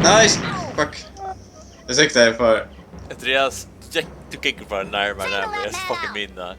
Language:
Faroese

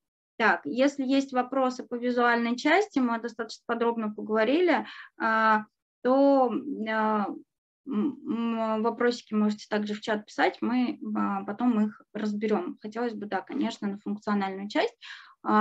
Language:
Russian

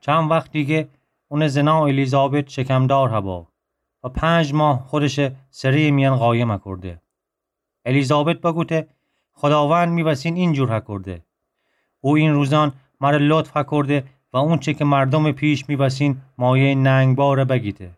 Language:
Gilaki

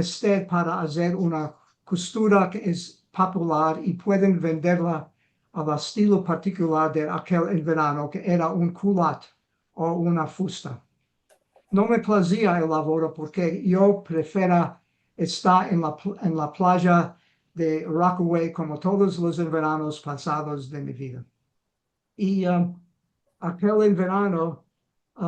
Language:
Ladino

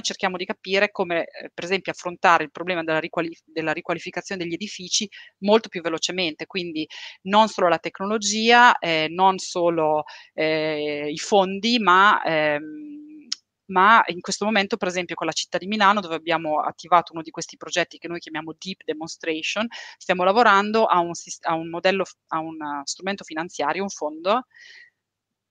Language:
Italian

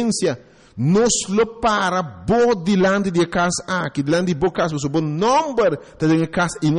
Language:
Papiamento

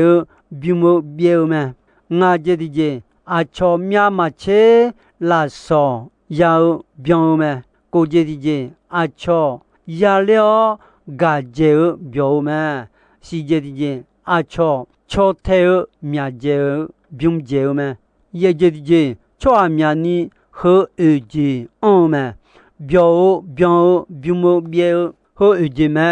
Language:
Akha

